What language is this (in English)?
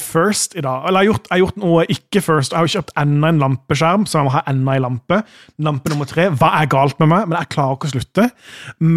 Norwegian